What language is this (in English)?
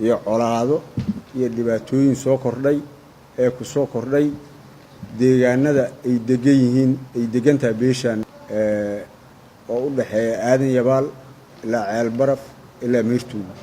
Somali